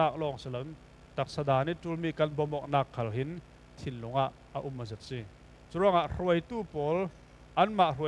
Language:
Falam Chin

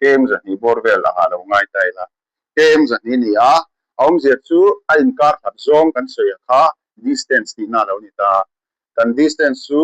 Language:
Mizo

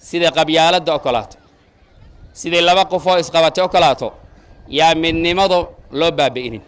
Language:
Somali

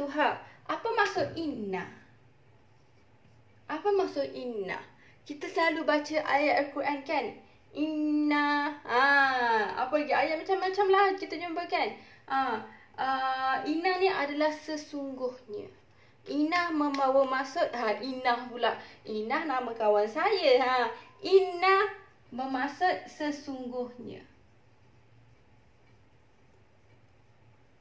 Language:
Malay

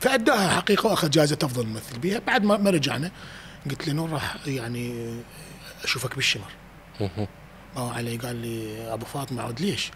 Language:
Mesopotamian Arabic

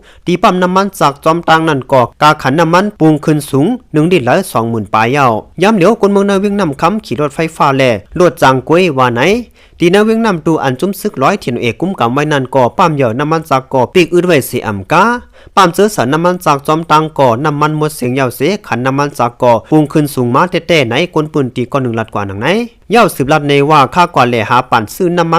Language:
Shan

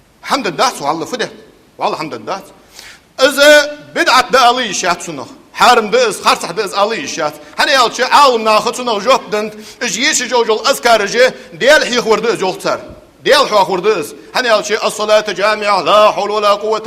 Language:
Ingush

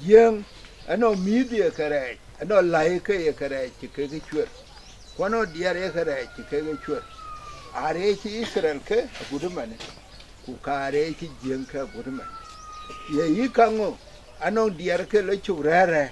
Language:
Dinka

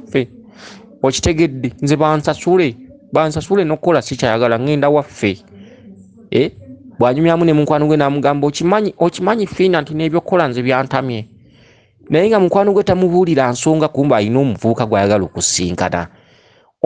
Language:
Ganda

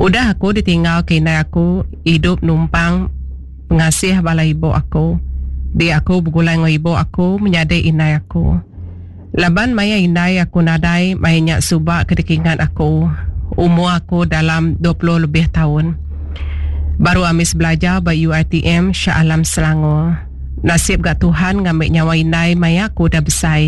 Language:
Iban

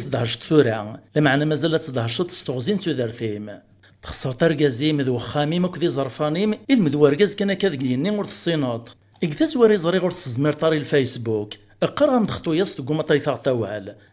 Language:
Kabyle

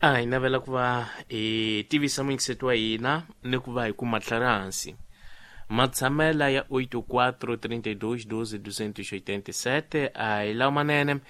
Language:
Tsonga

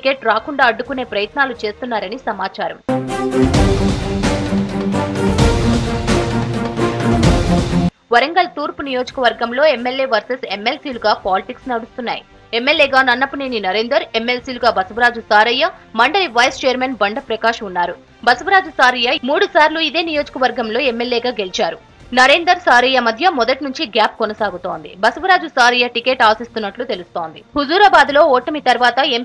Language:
Telugu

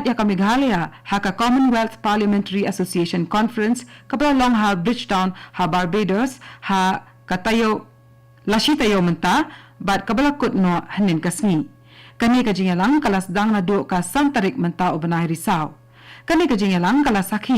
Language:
Khasi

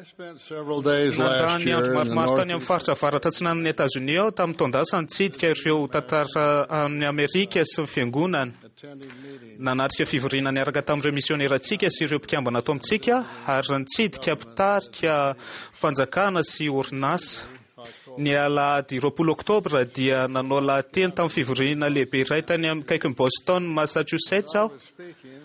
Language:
Malagasy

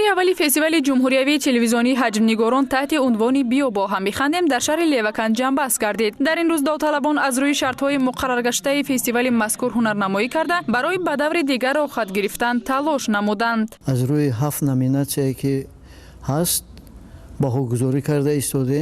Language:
Tajik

